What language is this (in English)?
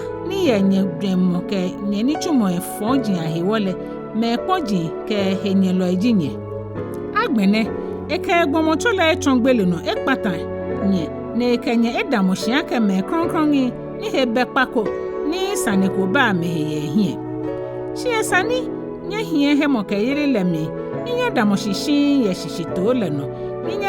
Ga